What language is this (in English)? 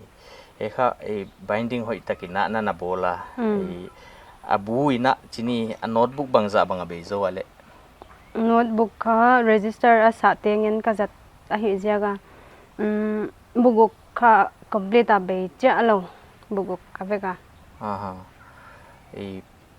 Paite Chin